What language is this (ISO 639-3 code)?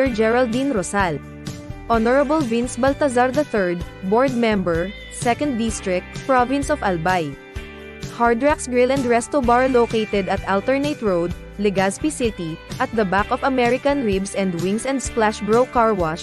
bik